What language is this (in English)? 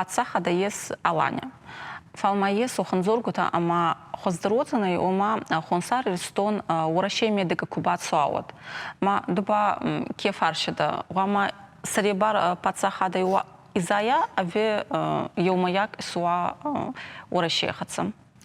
Ossetic